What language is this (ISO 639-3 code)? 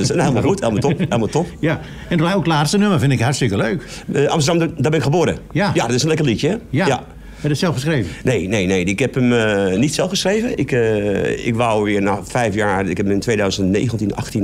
nld